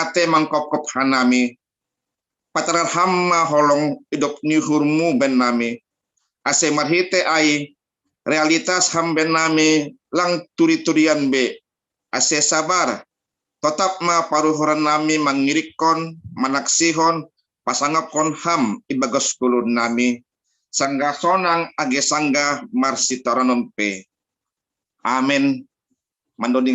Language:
Batak Simalungun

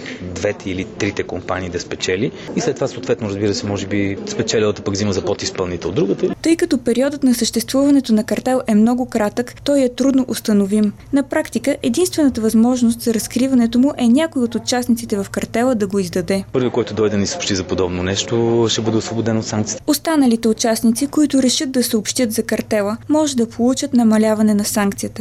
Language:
Bulgarian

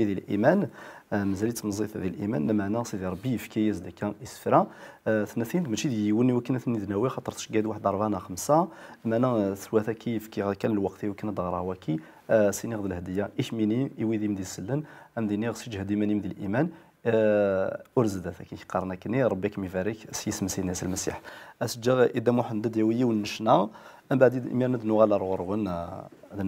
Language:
Kabyle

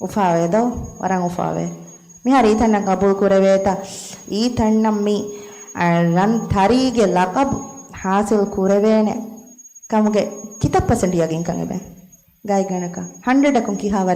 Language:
Divehi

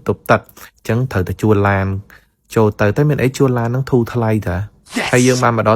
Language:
Khmer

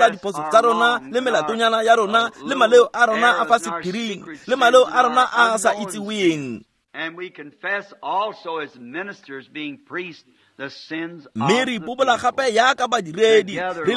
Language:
Tswana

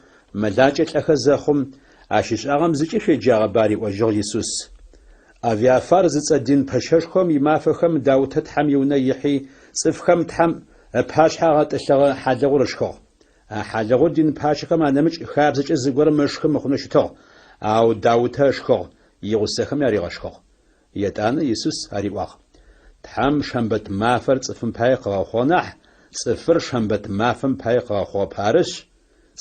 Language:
Adyghe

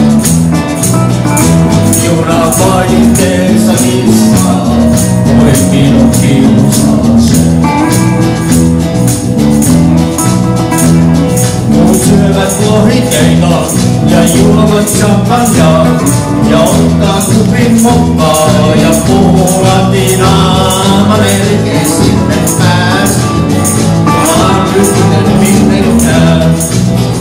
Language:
Finnish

